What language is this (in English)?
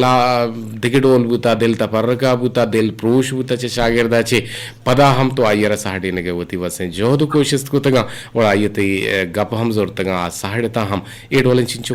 Eastern Balochi